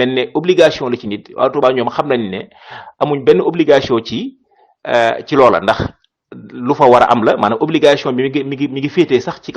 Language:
Wolof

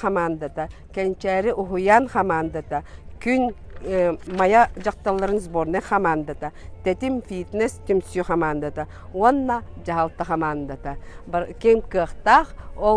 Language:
Yakut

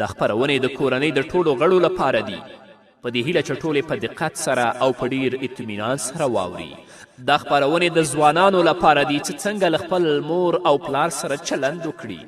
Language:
Pashto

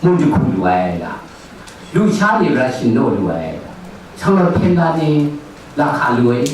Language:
Kachin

